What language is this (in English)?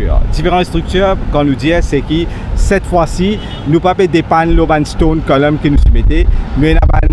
Morisyen